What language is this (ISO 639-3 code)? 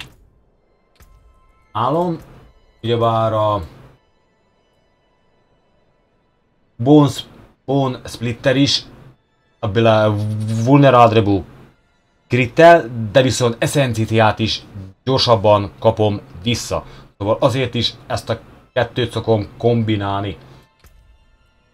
hun